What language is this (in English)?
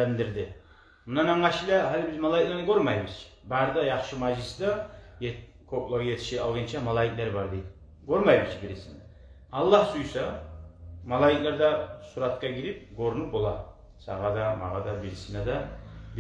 Kumyk